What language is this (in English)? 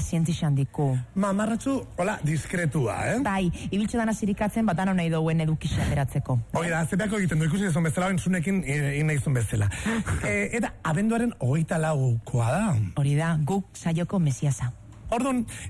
Basque